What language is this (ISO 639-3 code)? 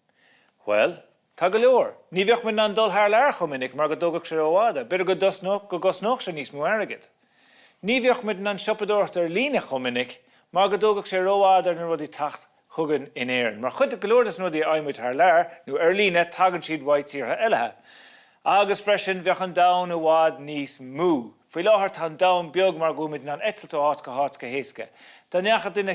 gle